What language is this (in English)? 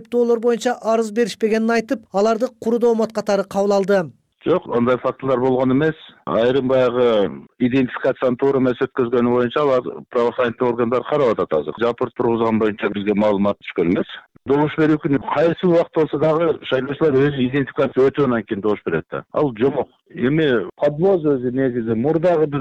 Kyrgyz